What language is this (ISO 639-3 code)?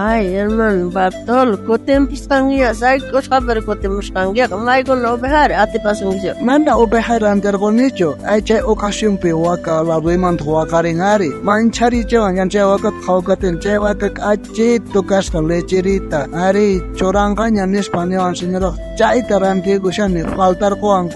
quh